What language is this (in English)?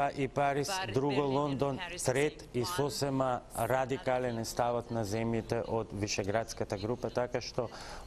Macedonian